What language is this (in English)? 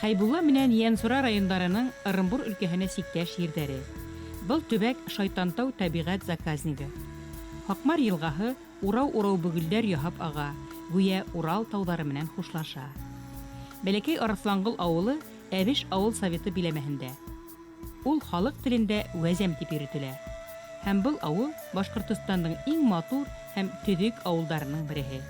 Bashkir